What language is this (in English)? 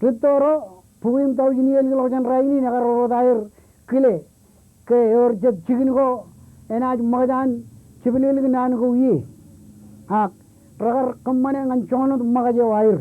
Marshallese